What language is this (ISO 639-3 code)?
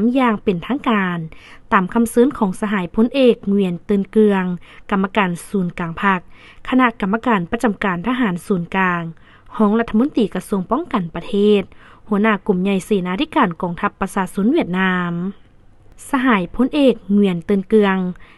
lao